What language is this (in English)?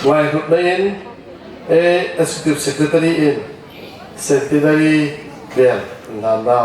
Hmar